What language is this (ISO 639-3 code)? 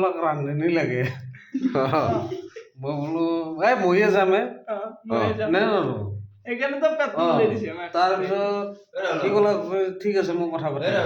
asm